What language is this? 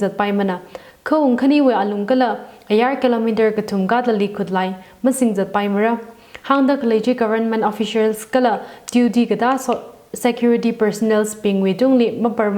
Tangkhul Naga (India)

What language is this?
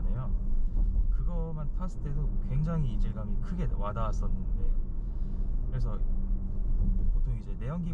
Korean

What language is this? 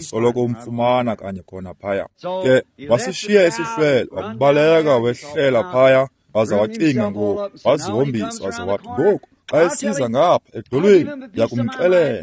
Xhosa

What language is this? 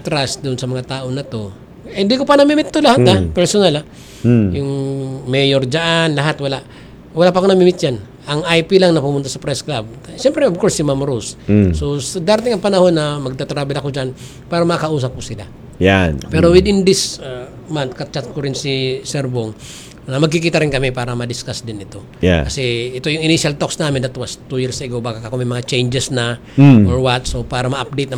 Filipino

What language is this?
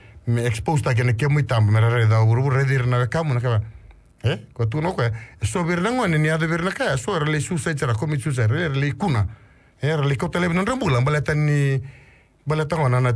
Fijian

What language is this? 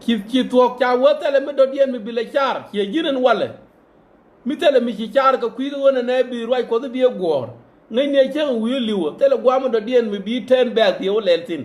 Nuer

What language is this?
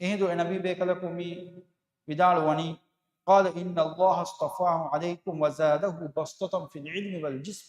Divehi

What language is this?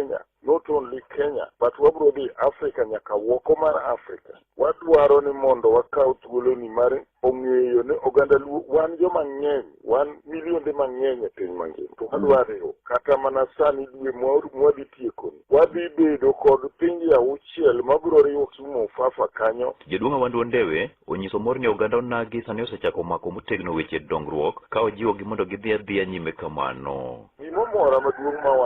Luo (Kenya and Tanzania)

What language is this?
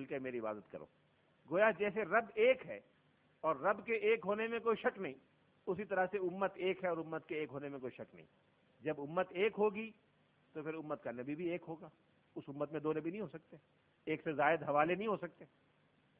Urdu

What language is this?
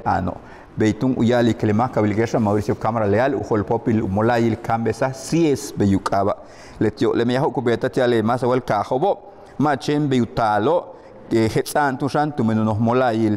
Yucateco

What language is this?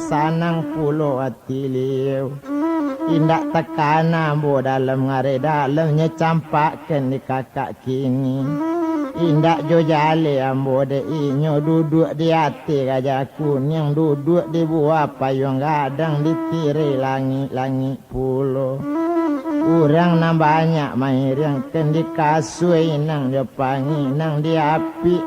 Minangkabau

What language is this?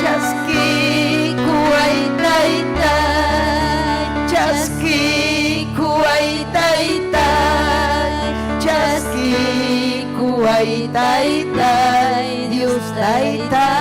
Ayacucho Quechua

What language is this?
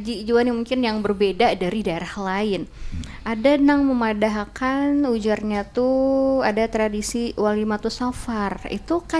Banjar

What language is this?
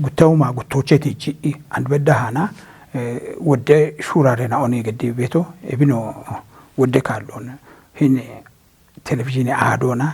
Kafa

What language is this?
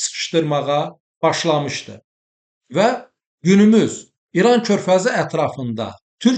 Azerbaijani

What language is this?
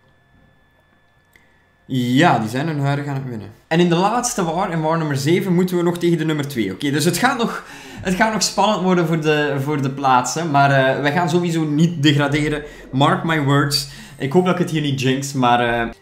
Dutch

